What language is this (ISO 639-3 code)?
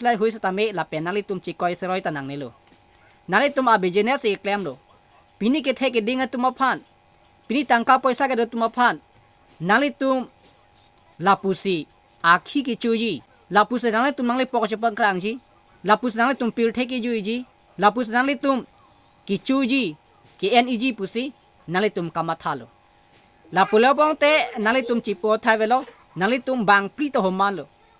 mjw